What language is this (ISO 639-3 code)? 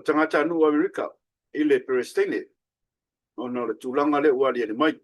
smo